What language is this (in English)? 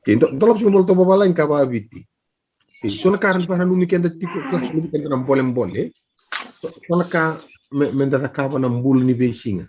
Fijian